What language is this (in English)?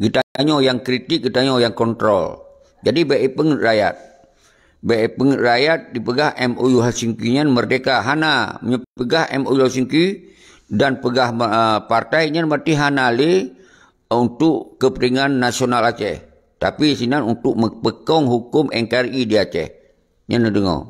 Achinese